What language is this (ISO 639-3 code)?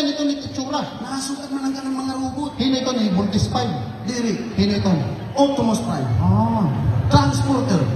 war